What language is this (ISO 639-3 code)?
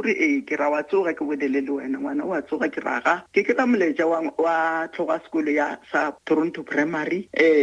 nso